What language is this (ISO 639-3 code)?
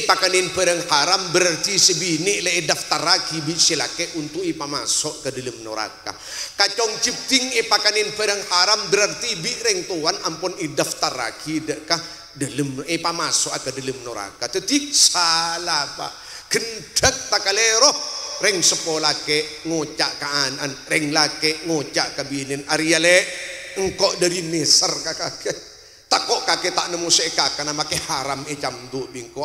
mad